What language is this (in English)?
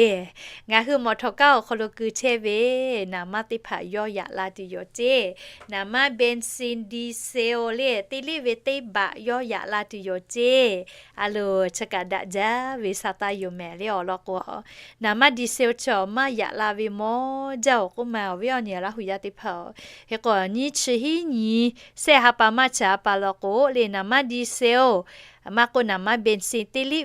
Lahu